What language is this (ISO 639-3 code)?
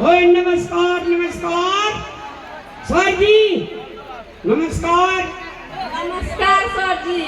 mai